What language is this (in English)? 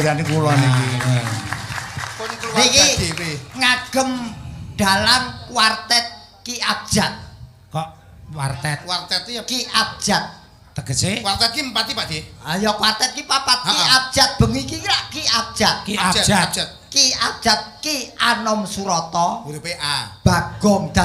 Javanese